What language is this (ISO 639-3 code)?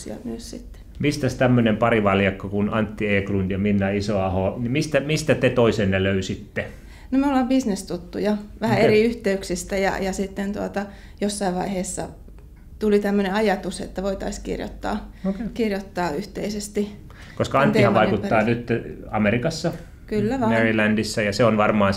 fin